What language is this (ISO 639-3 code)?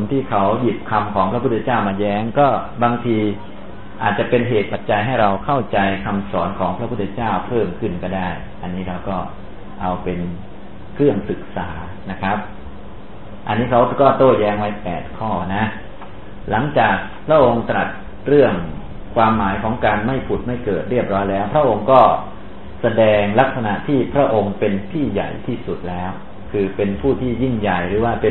tha